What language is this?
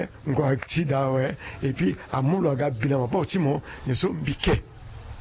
Sango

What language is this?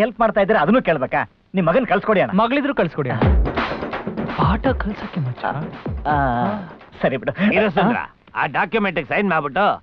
Kannada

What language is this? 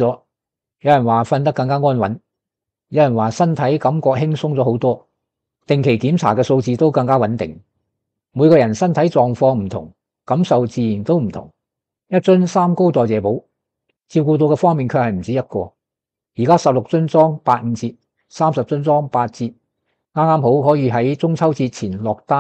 Cantonese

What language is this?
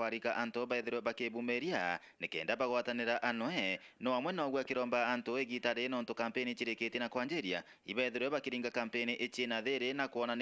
Meru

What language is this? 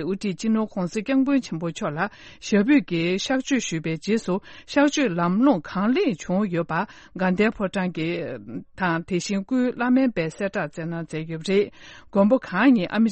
Tibetan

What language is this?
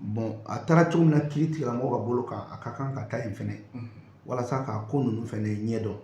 Bambara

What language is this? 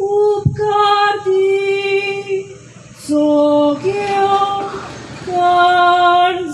Konkani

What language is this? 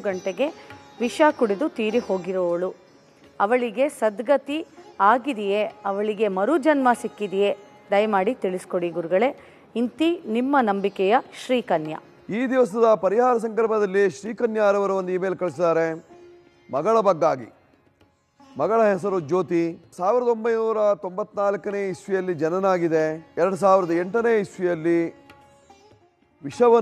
Kannada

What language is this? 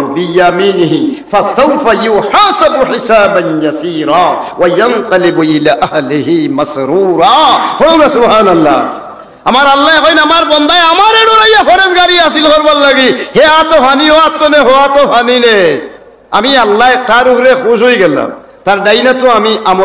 Sylheti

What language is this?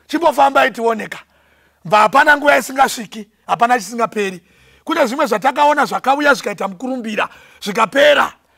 Shona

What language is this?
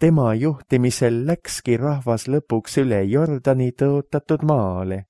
Estonian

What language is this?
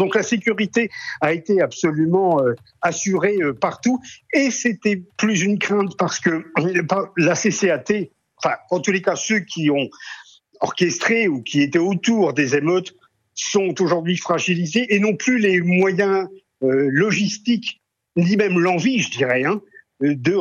French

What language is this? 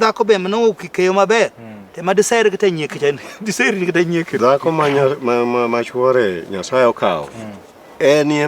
Luo (Kenya and Tanzania)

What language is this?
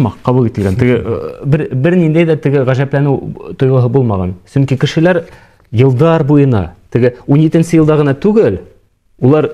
Bashkir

